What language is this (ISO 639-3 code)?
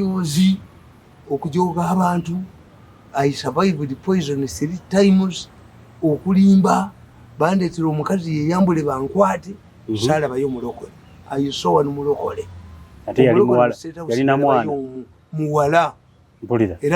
lug